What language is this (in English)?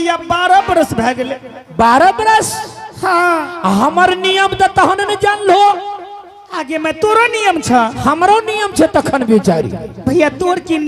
Angika